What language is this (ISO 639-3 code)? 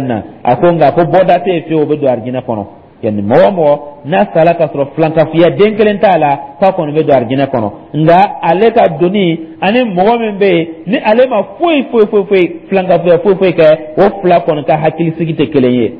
dyu